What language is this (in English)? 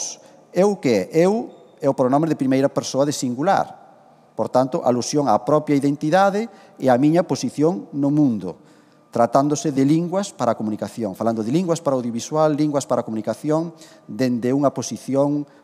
Galician